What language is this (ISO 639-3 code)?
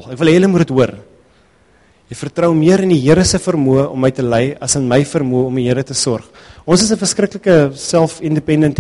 afr